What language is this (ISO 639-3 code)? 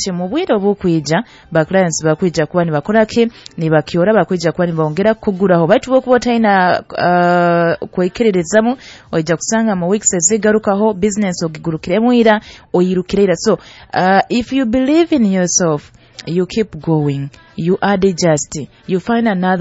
nyo